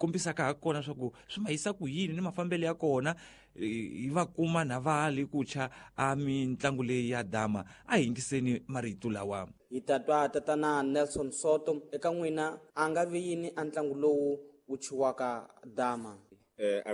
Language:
Tsonga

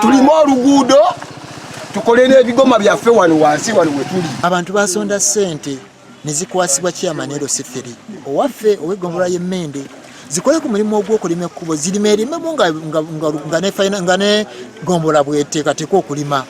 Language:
Ganda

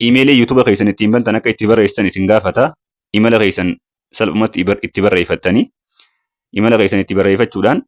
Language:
Oromo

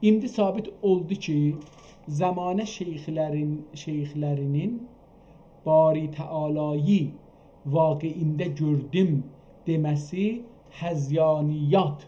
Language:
South Azerbaijani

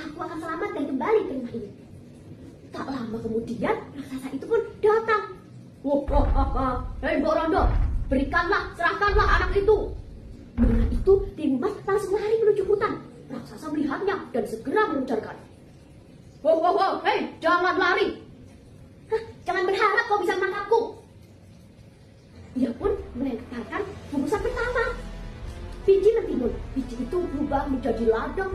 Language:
Indonesian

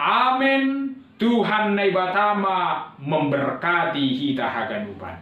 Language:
Batak Simalungun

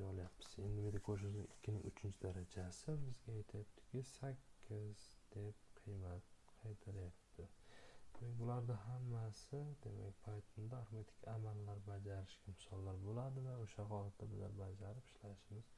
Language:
Uzbek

